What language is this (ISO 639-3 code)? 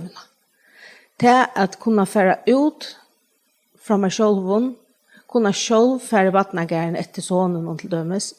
fao